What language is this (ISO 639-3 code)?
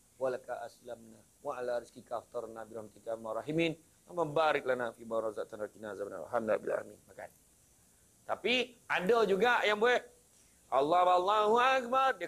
msa